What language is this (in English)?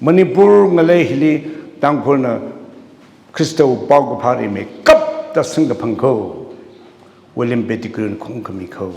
Tangkhul Naga (India)